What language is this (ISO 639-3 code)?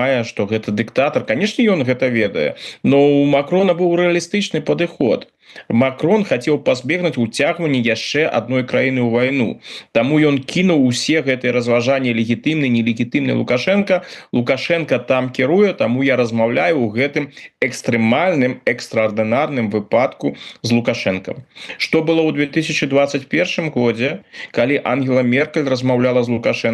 bel